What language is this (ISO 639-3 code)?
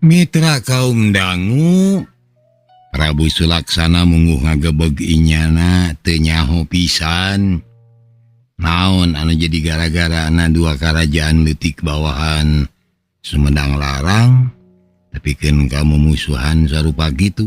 sun